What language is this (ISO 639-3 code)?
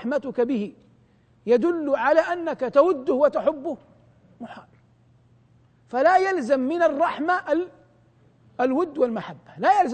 ara